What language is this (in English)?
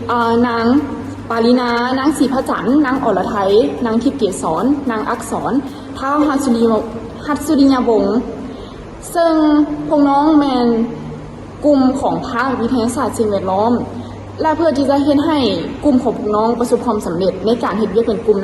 Lao